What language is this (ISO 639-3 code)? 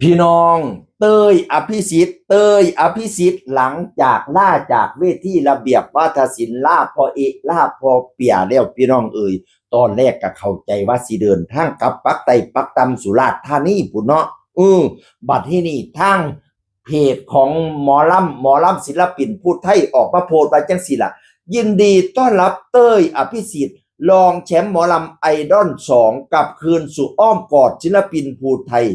tts